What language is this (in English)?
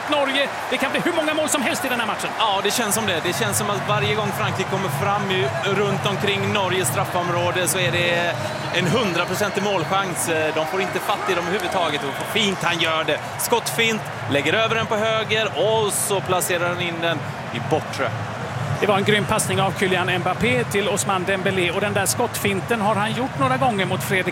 Swedish